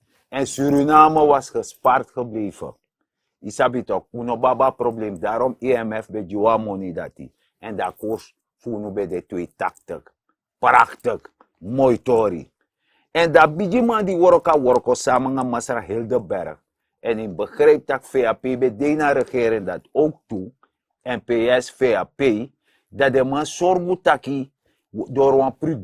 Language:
Sranan Tongo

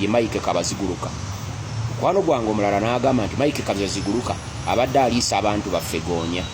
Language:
Ganda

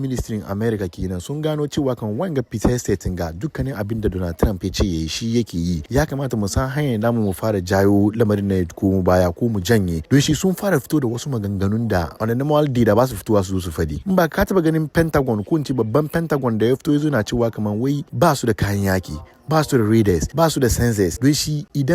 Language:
Hausa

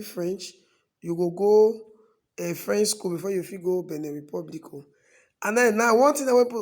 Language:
Nigerian Pidgin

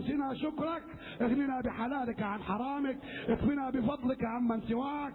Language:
Arabic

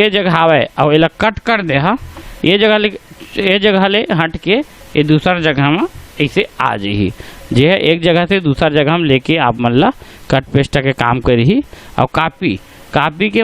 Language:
Chhattisgarhi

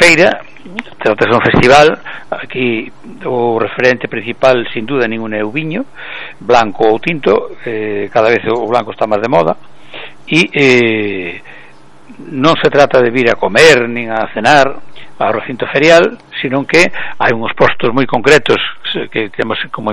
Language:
Galician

